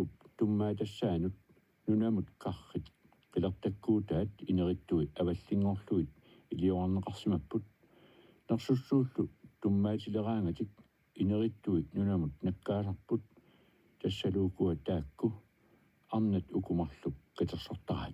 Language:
Kalaallisut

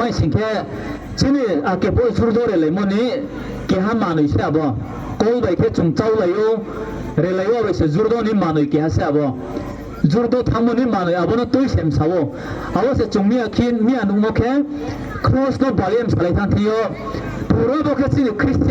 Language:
Riang (India)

